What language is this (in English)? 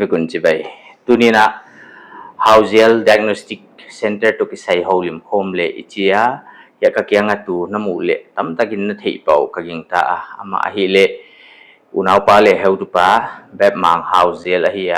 Paite Chin